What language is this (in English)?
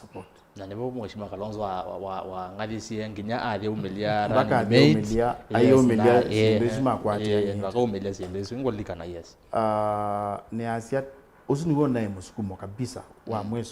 Kamba